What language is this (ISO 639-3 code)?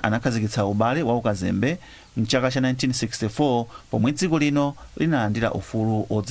nya